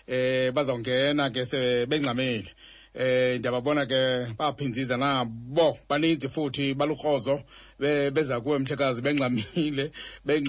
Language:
Xhosa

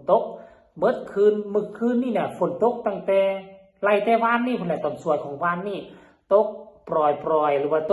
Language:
Northeastern Thai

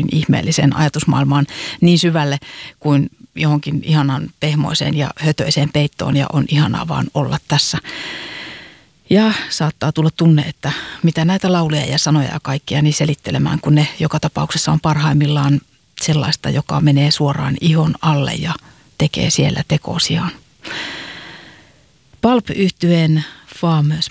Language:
Finnish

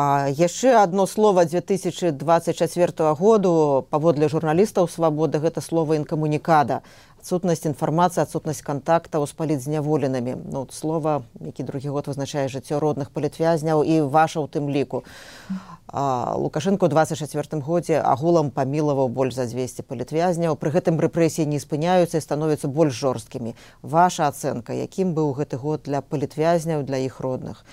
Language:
Belarusian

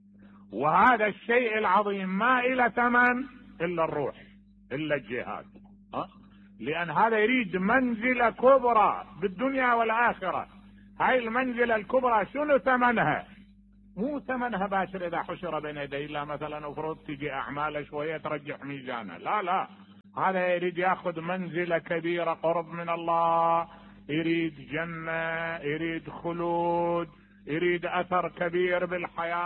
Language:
Mesopotamian Arabic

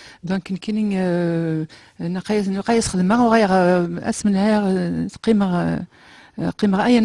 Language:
Kabyle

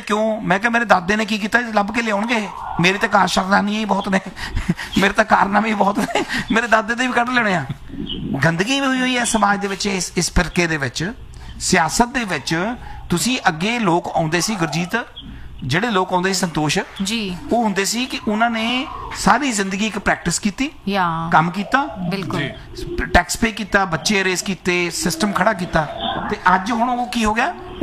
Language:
Punjabi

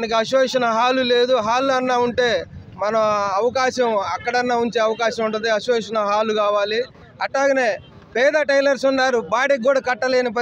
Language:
Telugu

